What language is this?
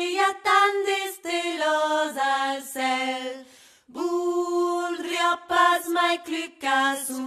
Occitan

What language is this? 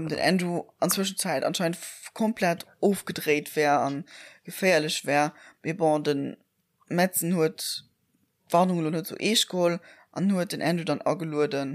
Luxembourgish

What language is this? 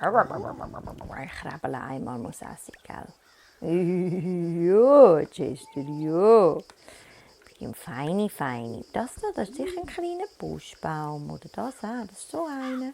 Swiss German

